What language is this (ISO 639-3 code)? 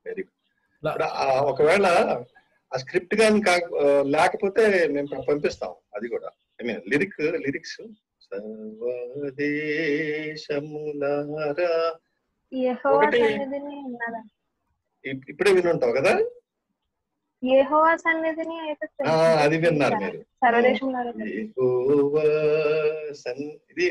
tel